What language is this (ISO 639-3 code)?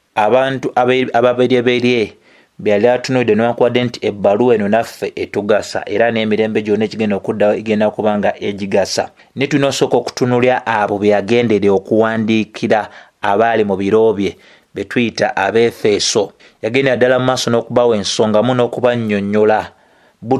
lug